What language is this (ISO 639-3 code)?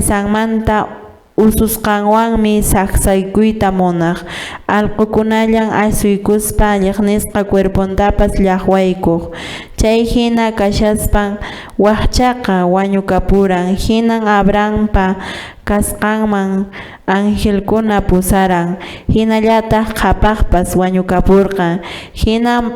que